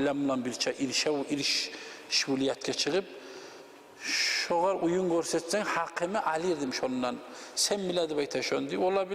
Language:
Kumyk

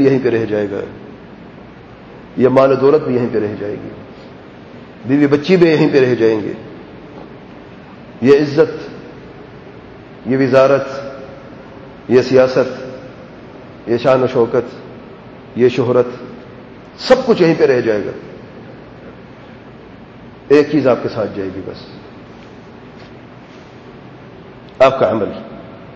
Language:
Urdu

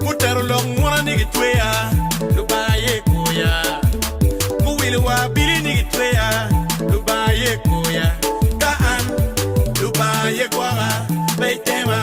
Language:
Acoli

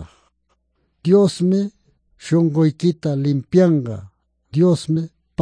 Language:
Quechua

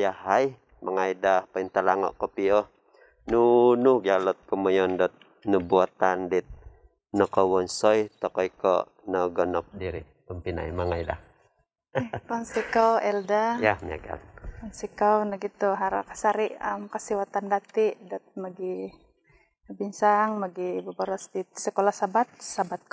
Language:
Central Dusun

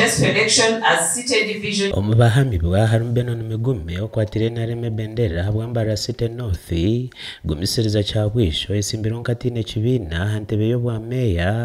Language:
Nyankole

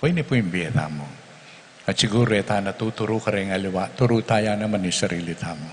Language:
Pampanga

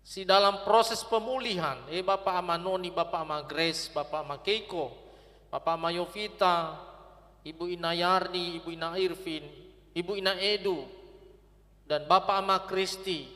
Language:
Nias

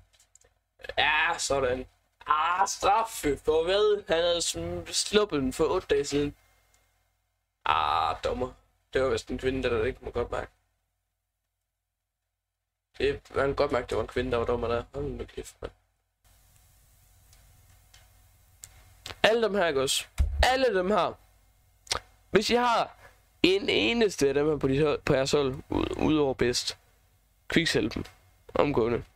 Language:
Danish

